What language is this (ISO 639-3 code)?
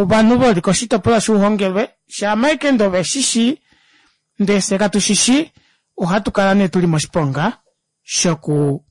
kua